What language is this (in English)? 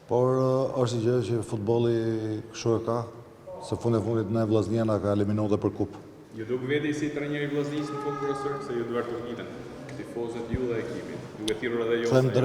Albanian